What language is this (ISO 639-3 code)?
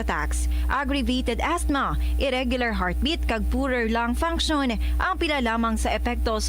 hil